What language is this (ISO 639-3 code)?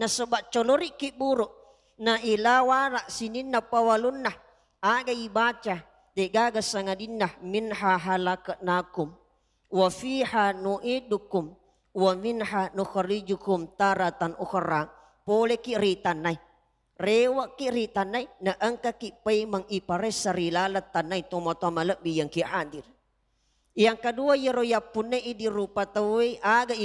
bug